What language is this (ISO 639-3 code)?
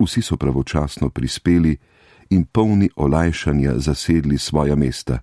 slv